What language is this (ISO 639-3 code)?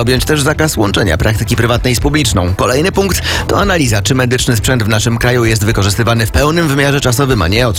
pol